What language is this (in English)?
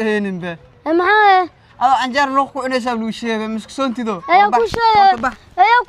Somali